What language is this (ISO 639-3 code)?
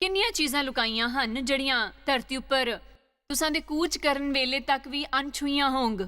doi